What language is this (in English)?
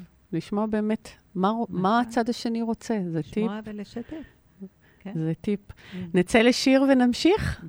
Hebrew